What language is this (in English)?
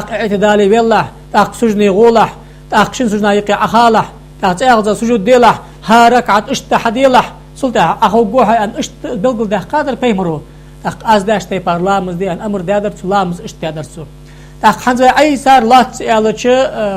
Ingush